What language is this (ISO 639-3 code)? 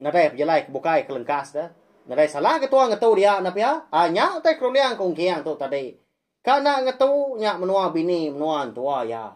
iba